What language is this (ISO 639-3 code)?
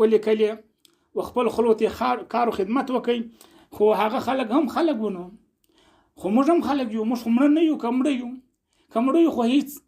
pus